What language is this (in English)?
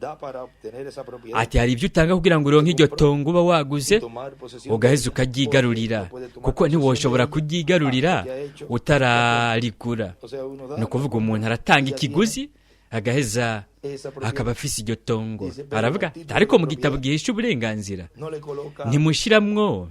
Rundi